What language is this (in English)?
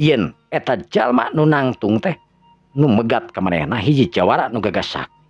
Sundanese